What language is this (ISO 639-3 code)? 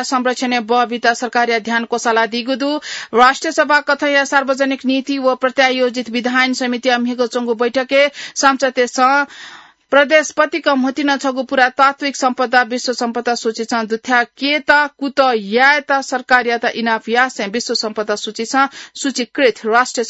new